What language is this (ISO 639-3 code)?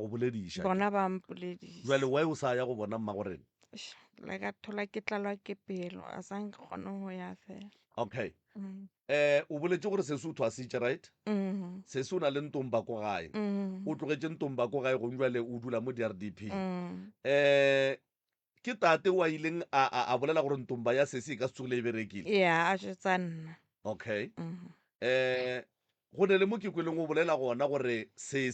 nso